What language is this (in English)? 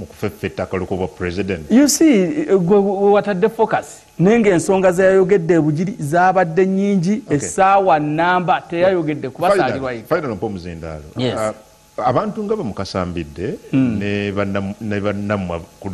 Ganda